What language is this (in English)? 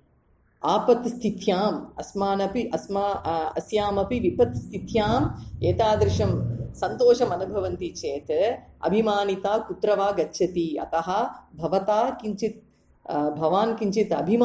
Sanskrit